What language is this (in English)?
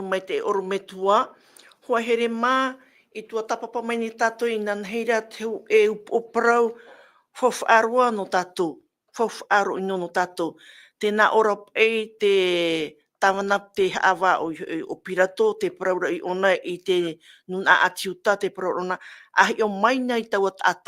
Tahitian